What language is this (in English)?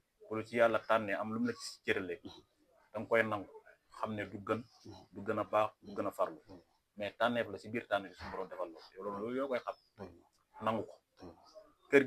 Wolof